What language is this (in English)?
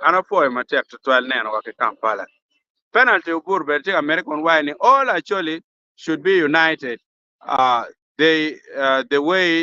Acoli